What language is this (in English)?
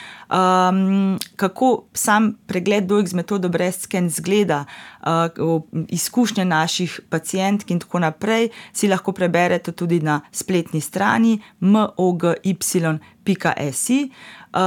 Slovenian